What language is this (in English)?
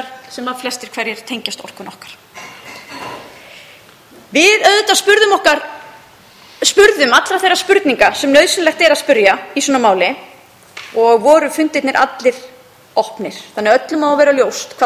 Icelandic